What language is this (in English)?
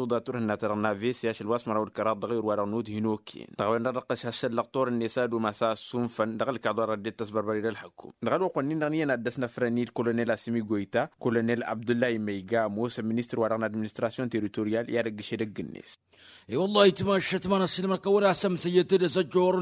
Tamasheq